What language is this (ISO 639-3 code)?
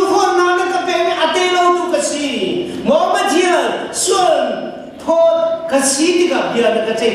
cnh